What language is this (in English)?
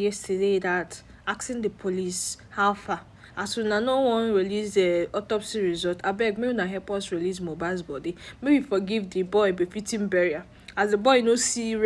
Nigerian Pidgin